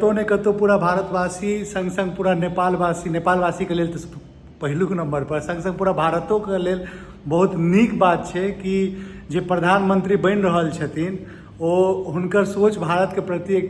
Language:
Maithili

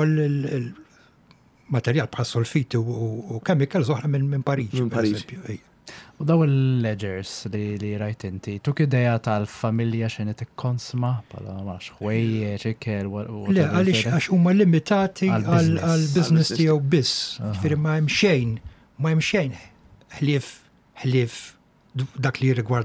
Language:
Maltese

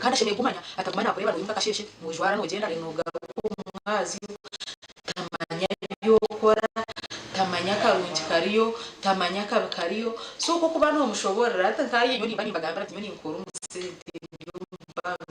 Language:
Nyankole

